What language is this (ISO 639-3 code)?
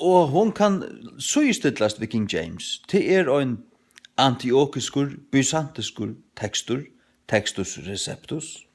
fao